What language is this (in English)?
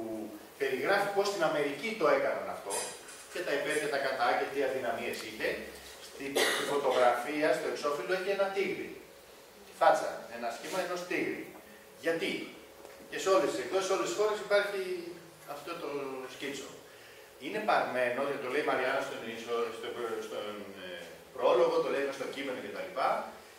Greek